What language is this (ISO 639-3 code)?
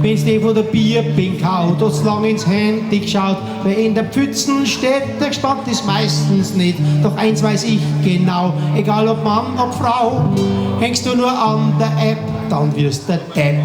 bar